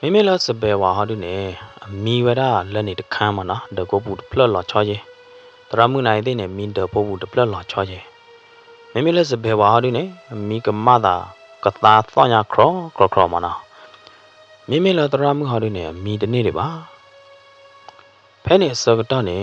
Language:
S'gaw Karen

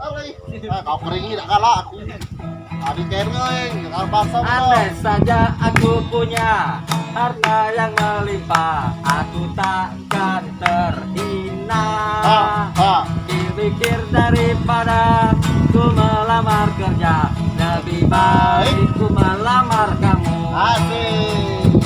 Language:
Musi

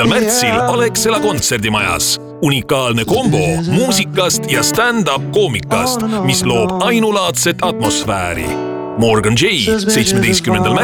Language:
Estonian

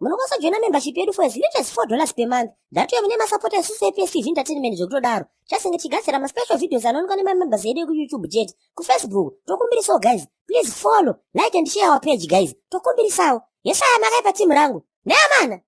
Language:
Shona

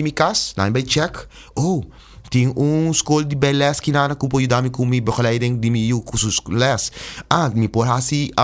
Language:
Papiamento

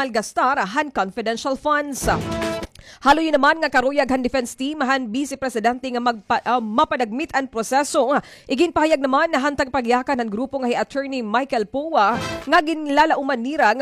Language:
Waray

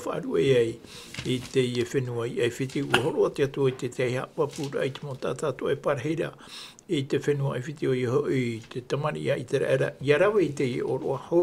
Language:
Tahitian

